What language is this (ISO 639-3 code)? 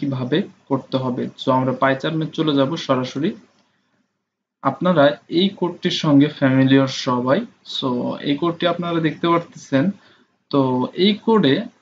ben